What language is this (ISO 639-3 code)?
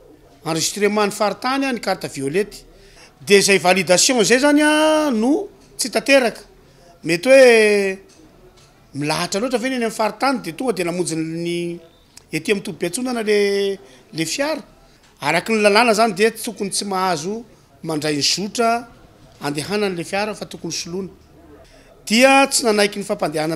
mlg